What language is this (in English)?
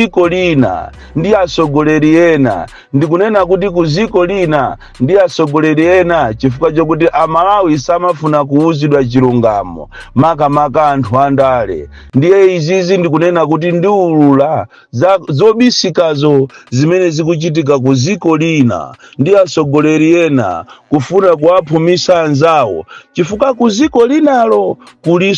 Nyanja